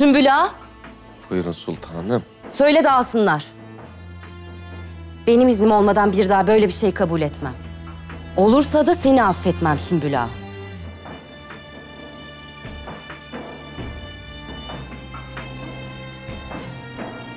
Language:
Turkish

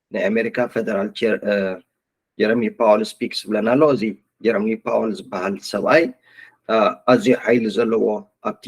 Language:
Tigrinya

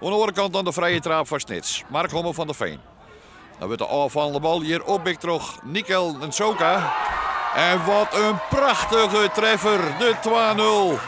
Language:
Western Frisian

